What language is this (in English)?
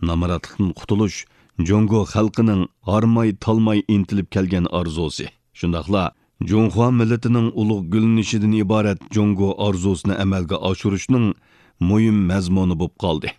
Uyghur